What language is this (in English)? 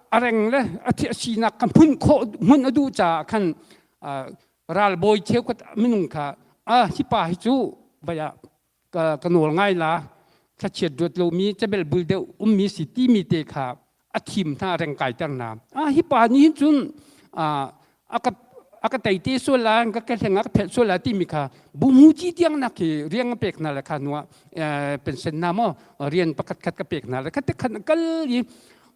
Hakha Chin